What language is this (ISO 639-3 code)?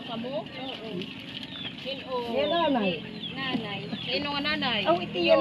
war